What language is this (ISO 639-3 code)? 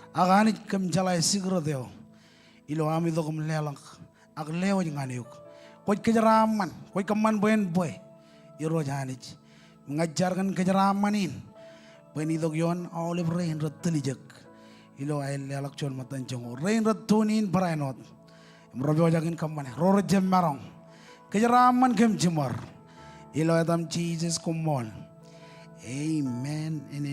mah